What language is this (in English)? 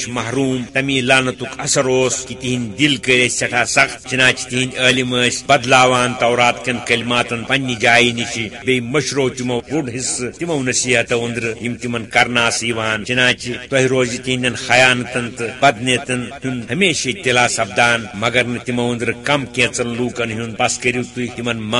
Kashmiri